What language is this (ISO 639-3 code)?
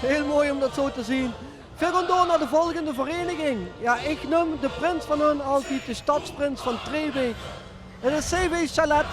lim